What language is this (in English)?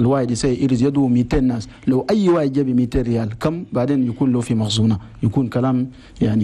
Chadian Arabic